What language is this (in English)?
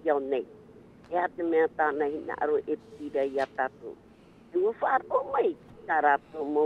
Tahitian